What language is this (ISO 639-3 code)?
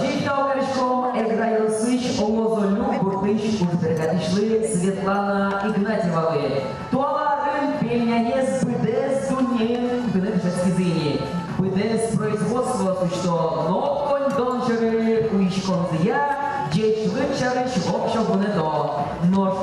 udm